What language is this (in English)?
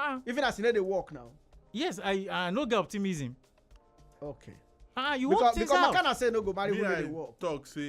Nigerian Pidgin